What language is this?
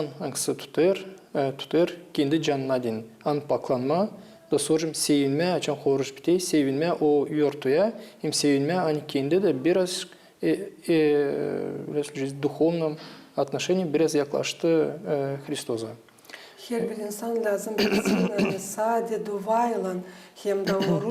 Gagauz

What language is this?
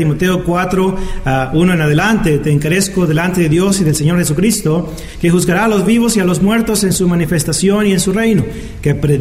Spanish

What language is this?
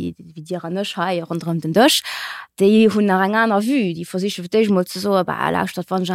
Luxembourgish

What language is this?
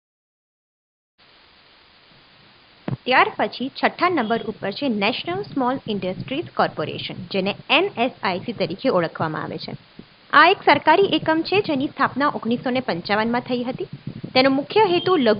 Gujarati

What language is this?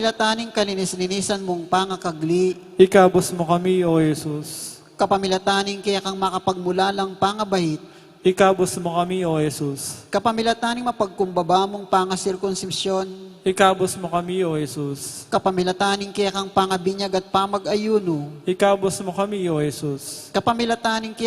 Pampanga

